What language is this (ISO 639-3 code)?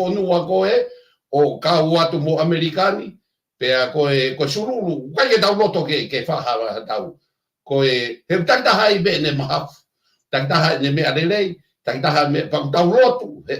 ton